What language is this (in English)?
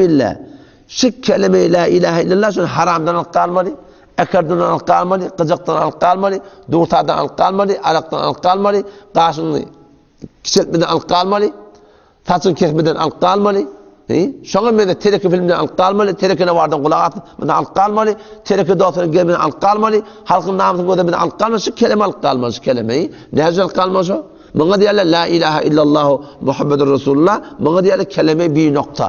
Turkmen